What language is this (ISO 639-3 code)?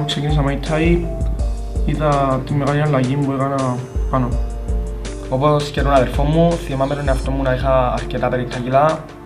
ell